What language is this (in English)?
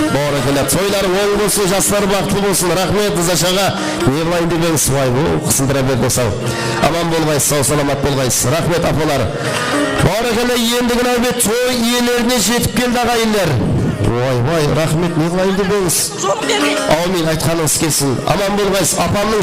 Kara-Kalpak